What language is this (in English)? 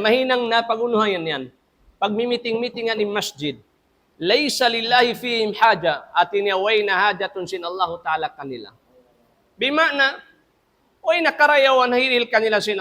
Tausug